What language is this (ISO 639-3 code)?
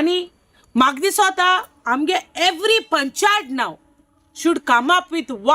kok